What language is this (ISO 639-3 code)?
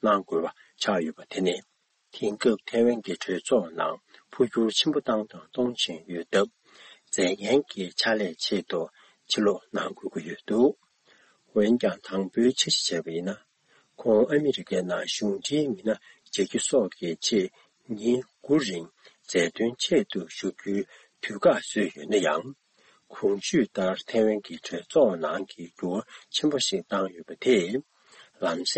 bod